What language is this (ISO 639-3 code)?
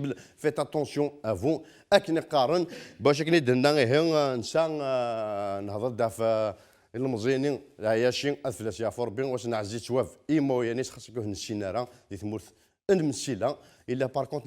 kab